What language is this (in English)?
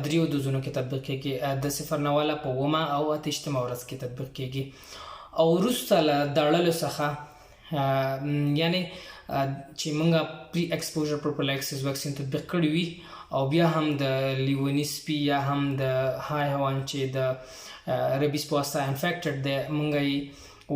Pashto